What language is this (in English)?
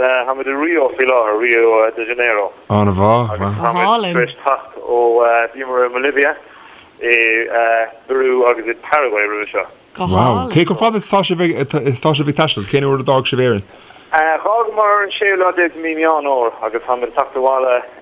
Irish